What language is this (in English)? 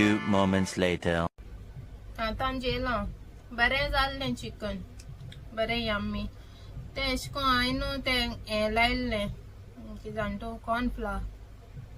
Konkani